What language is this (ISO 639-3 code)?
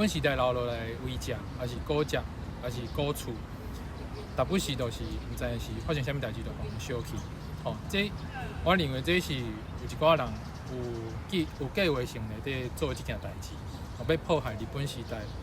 nan